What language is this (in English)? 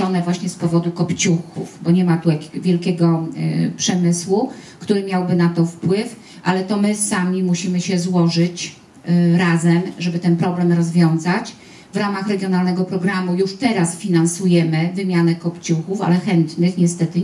Polish